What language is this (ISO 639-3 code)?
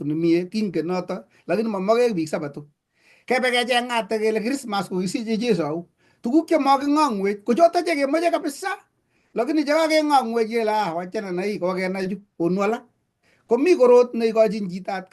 kln